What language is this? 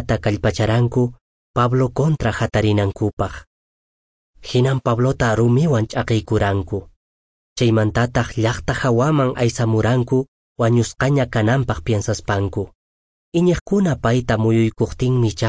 Quechua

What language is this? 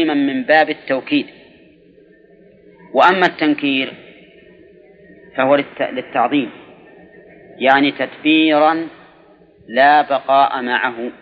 Arabic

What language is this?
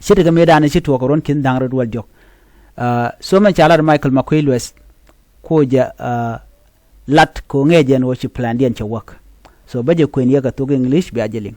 Nuer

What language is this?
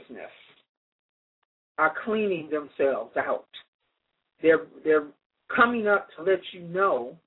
English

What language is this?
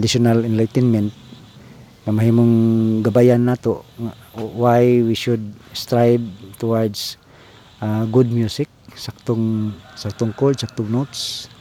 Cebuano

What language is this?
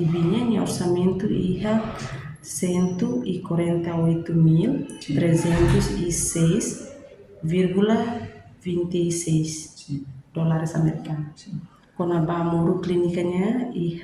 Tetum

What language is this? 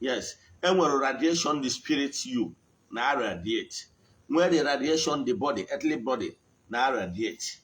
Igbo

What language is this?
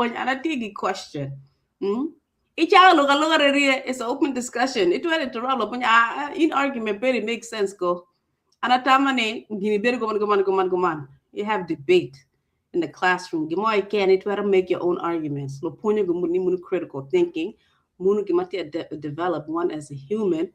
Acoli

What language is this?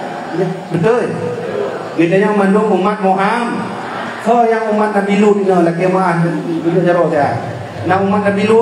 Achinese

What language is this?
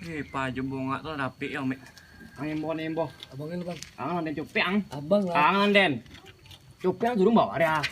Minangkabau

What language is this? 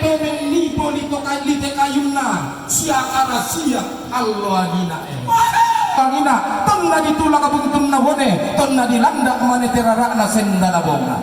Toraja-Sa'dan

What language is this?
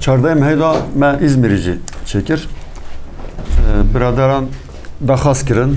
Kurdish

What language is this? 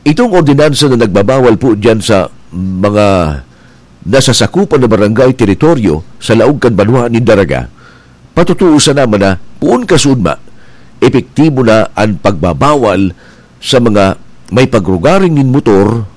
Bikol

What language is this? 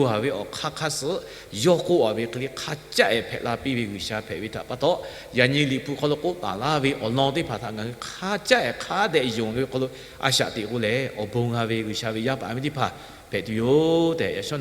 Lahu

